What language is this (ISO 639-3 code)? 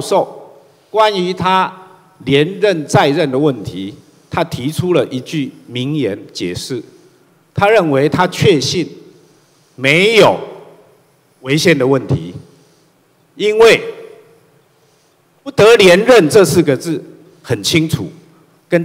zho